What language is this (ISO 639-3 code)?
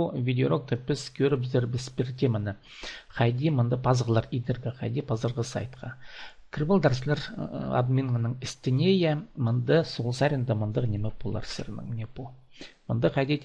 kjh